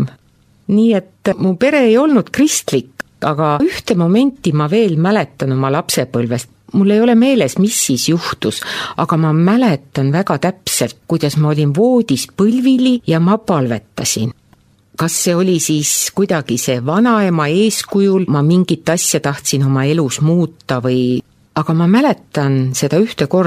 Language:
Estonian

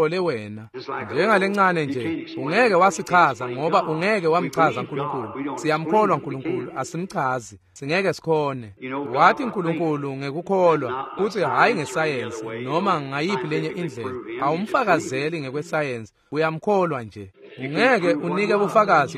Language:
Swati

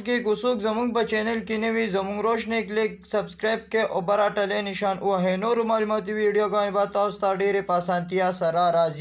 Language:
Pashto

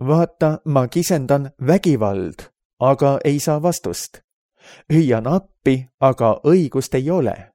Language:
Estonian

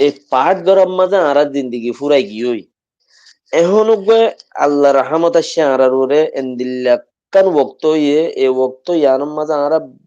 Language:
Rohingya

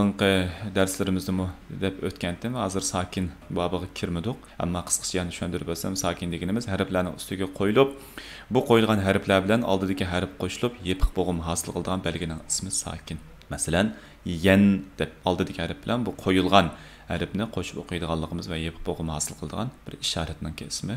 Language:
Uyghur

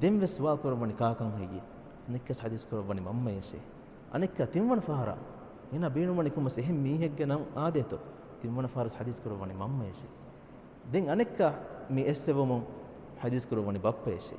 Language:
Divehi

